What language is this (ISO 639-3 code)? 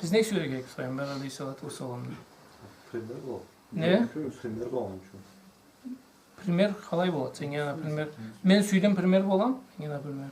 krc